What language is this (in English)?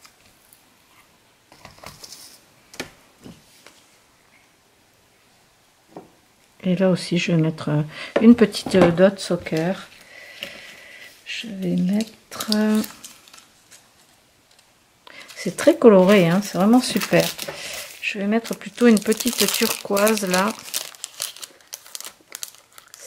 French